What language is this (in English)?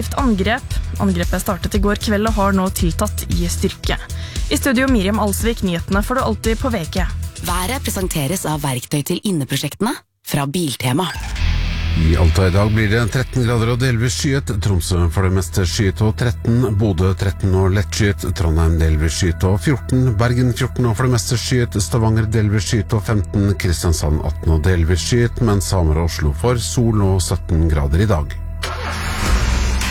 Norwegian